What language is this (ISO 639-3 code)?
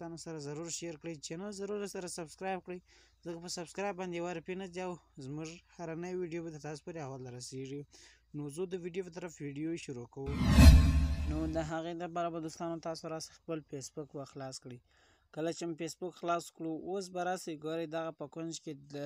pus